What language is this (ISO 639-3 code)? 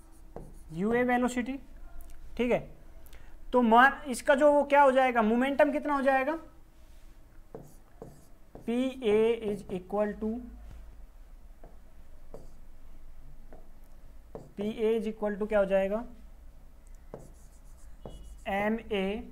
hin